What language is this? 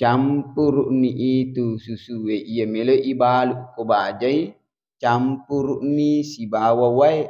Buginese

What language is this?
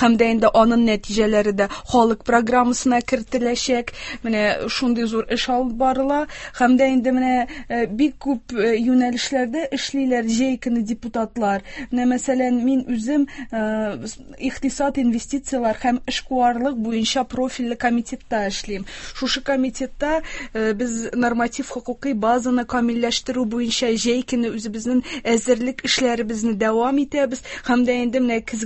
Tatar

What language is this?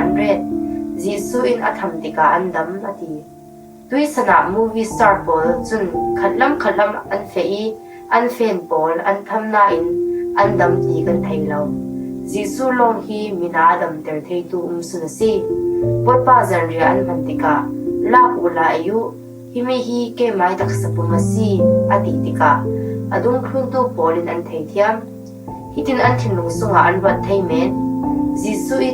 Falam Chin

